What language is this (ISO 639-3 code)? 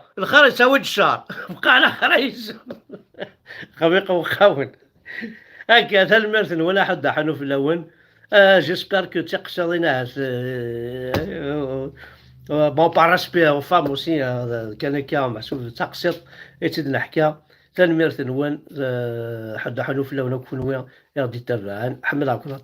kab